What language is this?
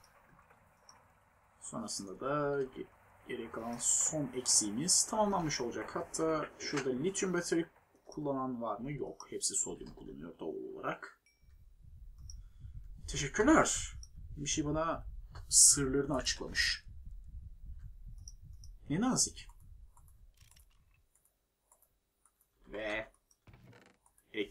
Turkish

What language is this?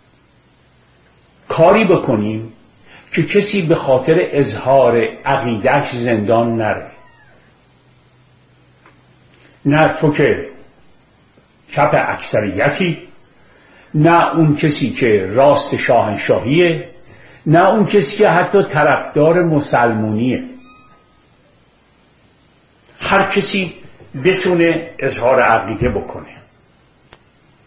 Persian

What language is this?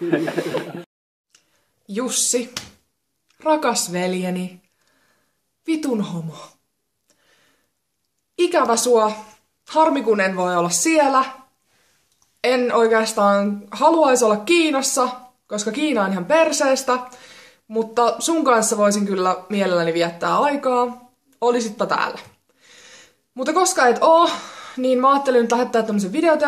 Finnish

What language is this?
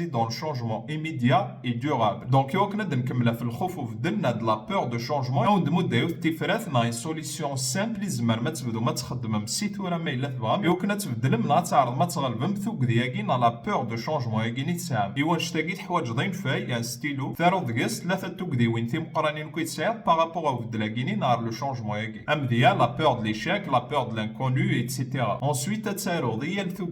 Kabyle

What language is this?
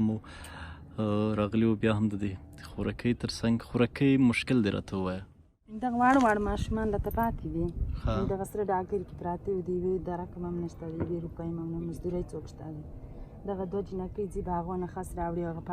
Pashto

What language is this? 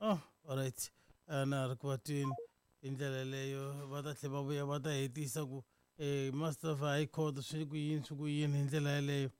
Tsonga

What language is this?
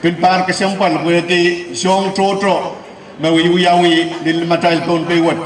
Pohnpeian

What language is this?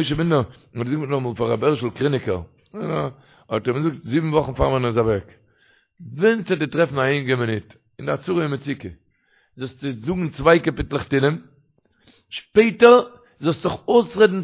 Yiddish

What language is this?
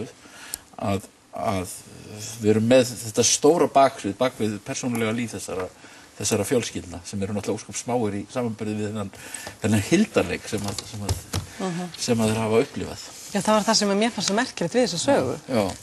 Icelandic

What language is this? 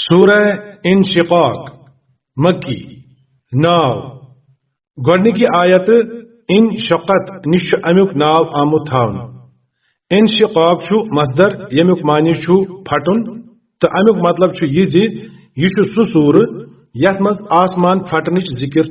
Kashmiri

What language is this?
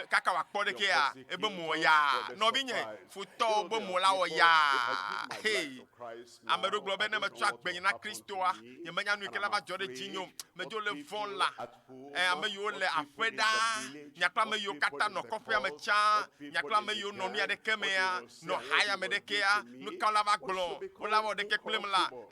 Ewe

